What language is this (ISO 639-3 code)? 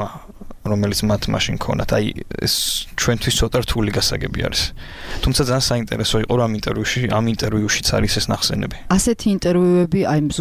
kat